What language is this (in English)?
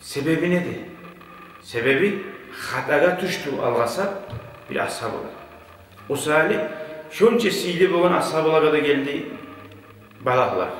Kumyk